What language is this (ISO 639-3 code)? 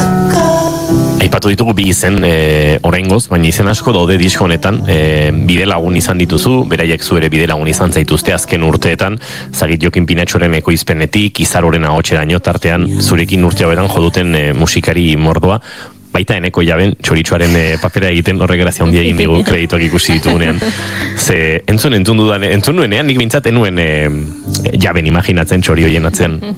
eus